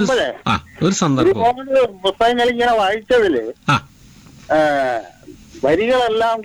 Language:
Malayalam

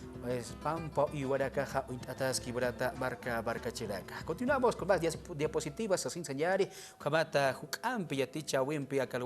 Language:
Aymara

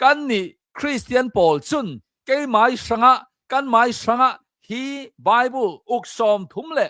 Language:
Hakha Chin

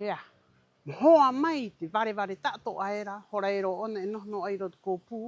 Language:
Rapanui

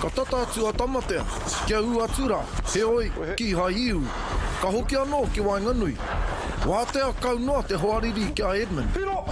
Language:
Māori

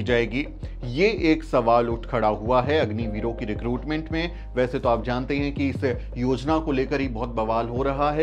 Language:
Hindi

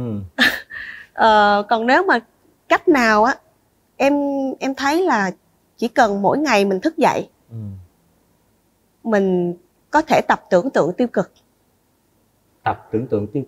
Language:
Vietnamese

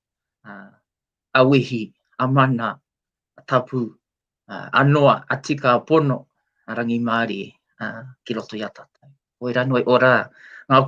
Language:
Māori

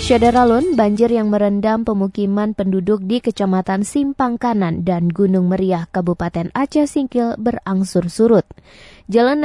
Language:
Indonesian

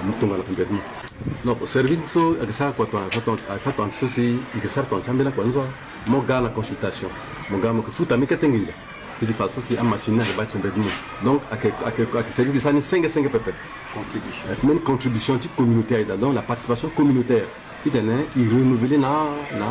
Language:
Sango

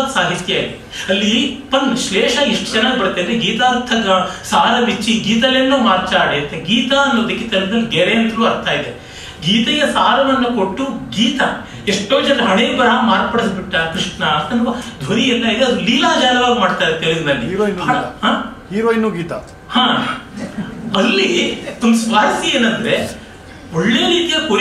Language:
Kannada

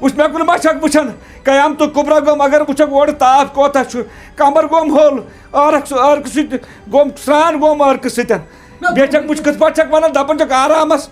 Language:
Kashmiri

